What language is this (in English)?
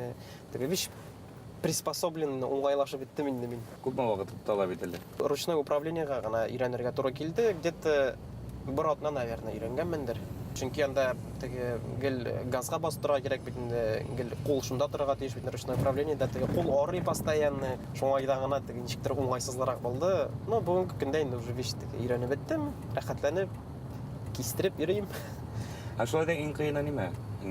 Bashkir